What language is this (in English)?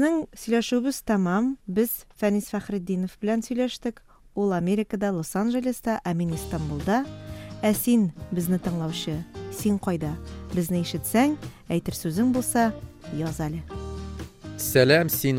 Tatar